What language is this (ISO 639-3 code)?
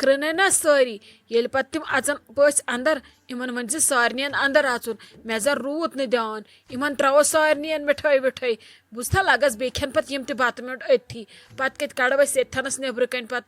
kas